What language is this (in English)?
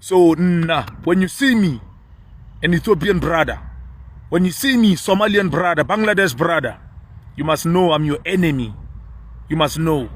Zulu